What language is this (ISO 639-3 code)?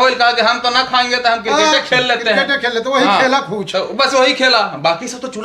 mag